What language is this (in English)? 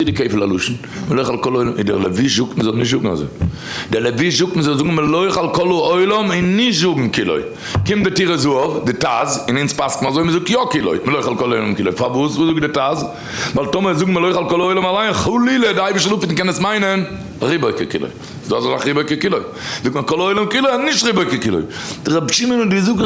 Yiddish